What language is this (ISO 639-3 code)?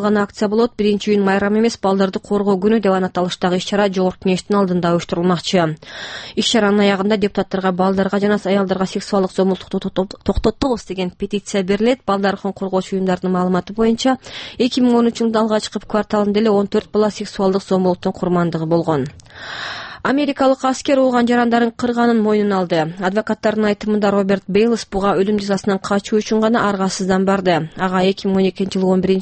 kir